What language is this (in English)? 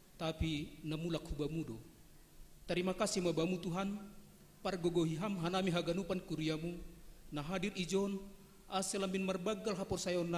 Batak Simalungun